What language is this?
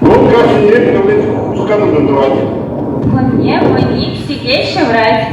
Chuvash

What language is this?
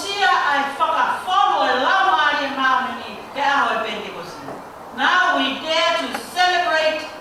Tongan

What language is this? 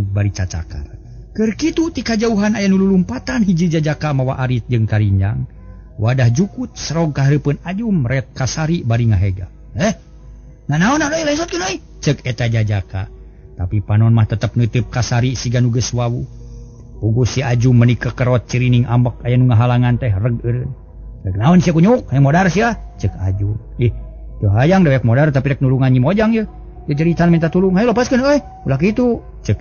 Sundanese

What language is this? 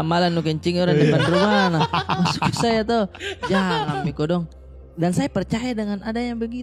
Makassar Malay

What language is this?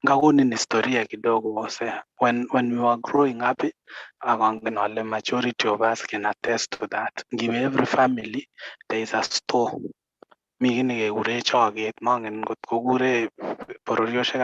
Kalenjin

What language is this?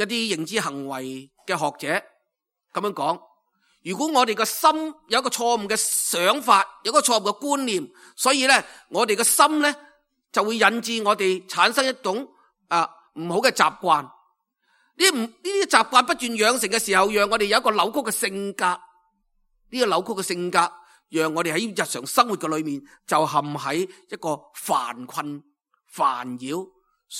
Cantonese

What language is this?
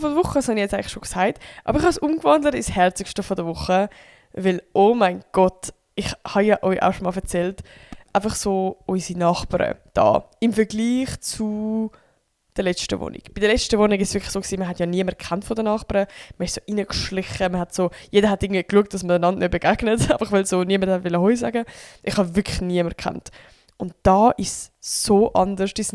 Swiss German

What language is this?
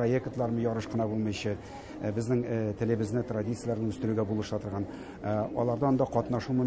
Tatar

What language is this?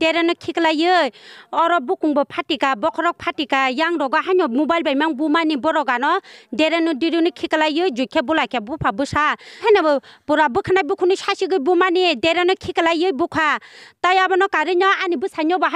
Kok Borok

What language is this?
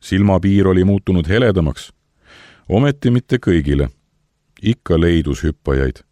Estonian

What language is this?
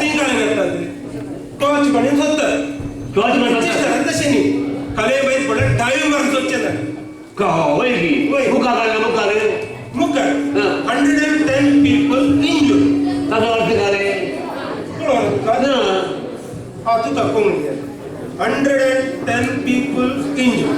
Konkani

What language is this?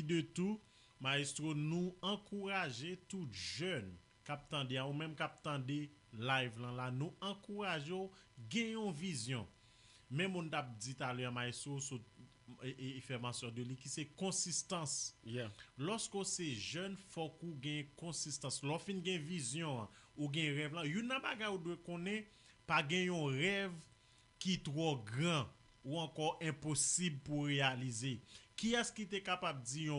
Haitian Creole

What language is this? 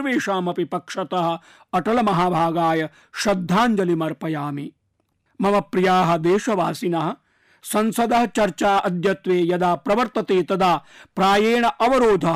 Sanskrit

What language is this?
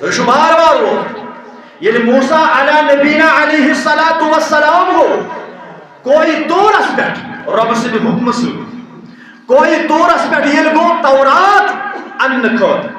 Kashmiri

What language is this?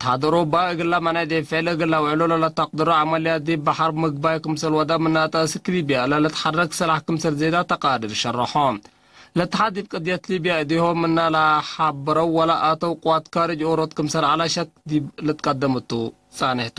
Tigre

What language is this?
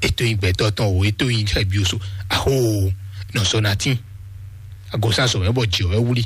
Fon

